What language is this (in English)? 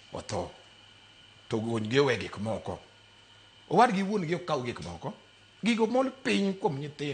Luo (Kenya and Tanzania)